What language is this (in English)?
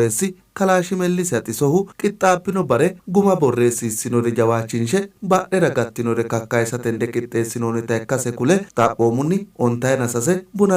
Sidamo